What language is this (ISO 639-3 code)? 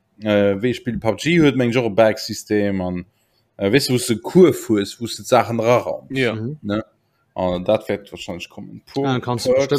ltz